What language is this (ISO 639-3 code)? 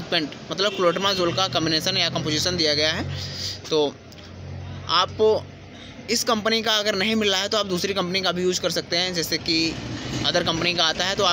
hin